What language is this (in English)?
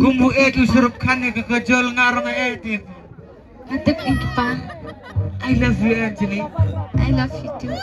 Khasi